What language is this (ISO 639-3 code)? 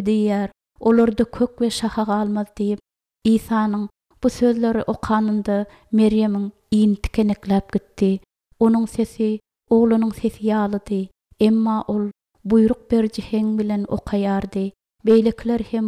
tuk